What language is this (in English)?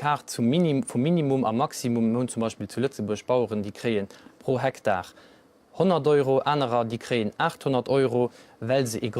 Luxembourgish